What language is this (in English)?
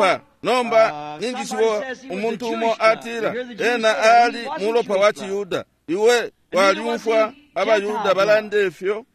Bemba